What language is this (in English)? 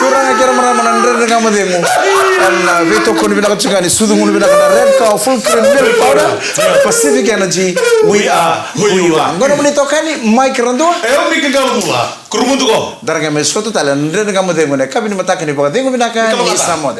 Fijian